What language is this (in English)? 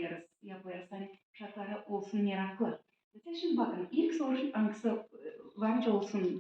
Gagauz